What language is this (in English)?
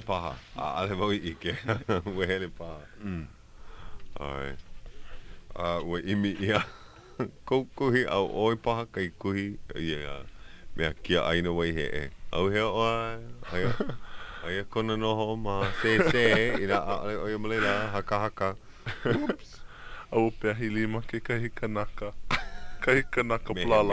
Hawaiian